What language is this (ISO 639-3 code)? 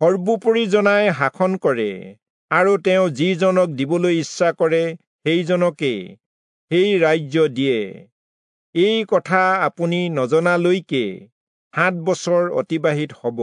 asm